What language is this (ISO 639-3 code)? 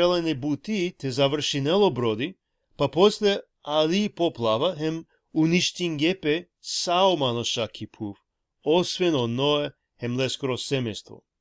rmn